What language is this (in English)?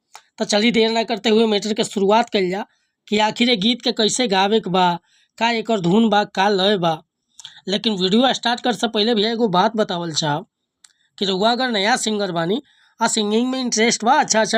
Bhojpuri